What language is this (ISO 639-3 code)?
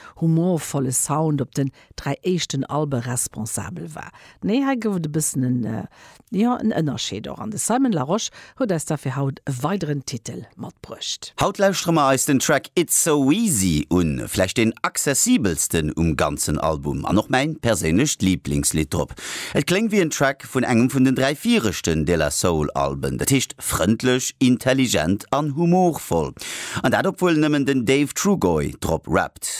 ltz